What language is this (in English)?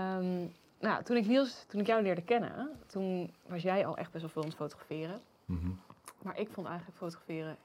Dutch